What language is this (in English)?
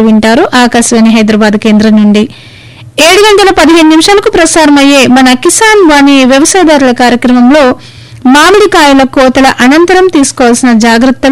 Telugu